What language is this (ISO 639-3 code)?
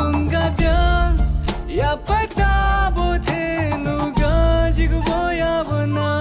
new